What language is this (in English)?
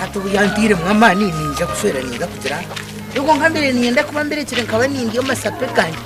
Nyankole